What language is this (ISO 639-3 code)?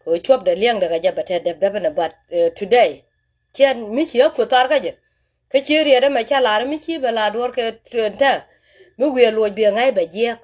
nus